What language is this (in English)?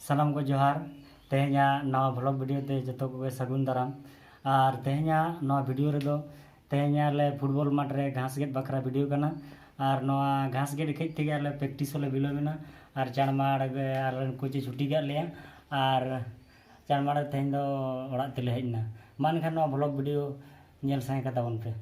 Santali